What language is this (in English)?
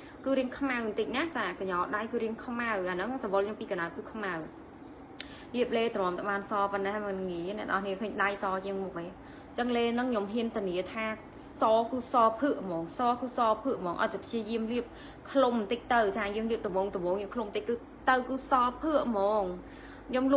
Khmer